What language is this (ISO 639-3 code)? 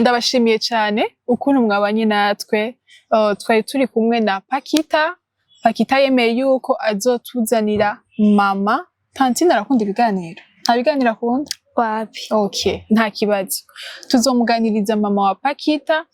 run